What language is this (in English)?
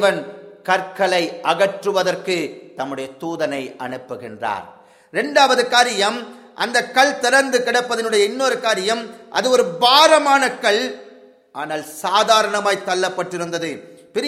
Tamil